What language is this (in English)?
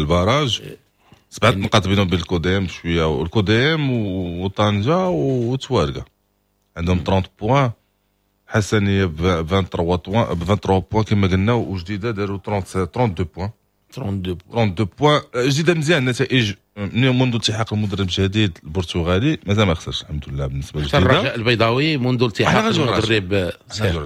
Moroccan Arabic